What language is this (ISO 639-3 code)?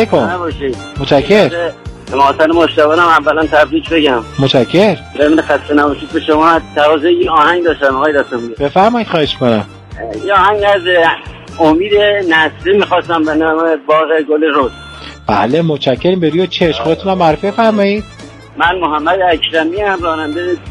fas